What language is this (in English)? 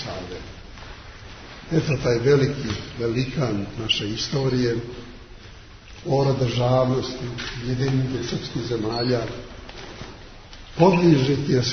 Serbian